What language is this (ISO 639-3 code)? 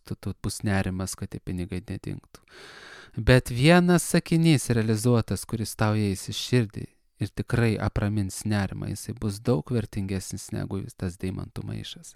lit